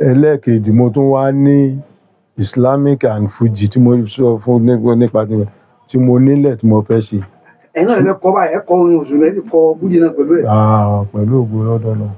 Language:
Yoruba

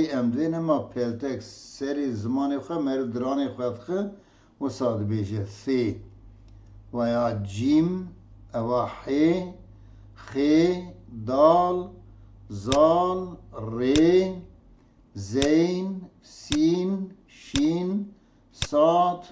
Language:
Kurdish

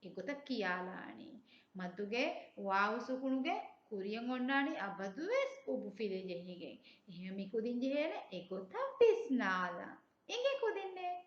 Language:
Divehi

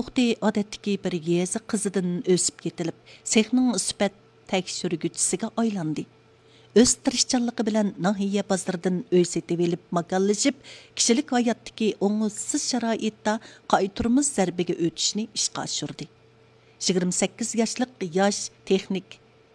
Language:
Uyghur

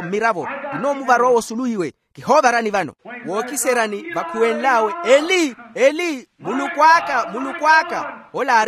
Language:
Makhuwa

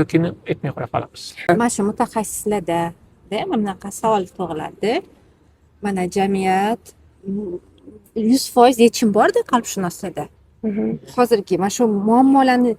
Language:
Uzbek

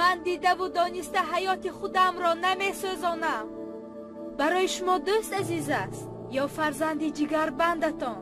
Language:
Tajik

